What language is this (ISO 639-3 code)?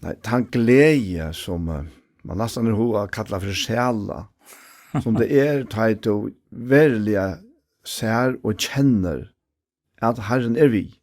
fao